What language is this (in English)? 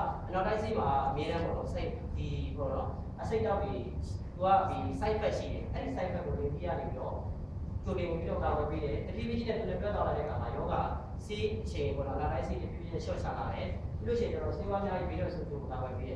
Burmese